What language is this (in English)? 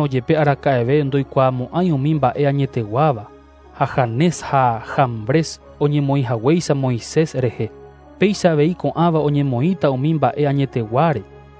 Guarani